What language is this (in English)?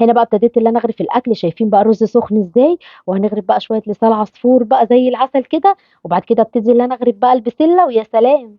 Egyptian Arabic